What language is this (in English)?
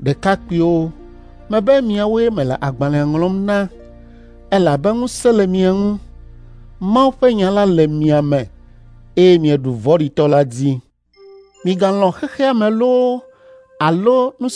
Ewe